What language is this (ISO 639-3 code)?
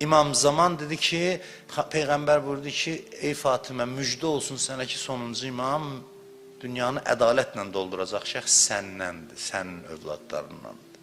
aze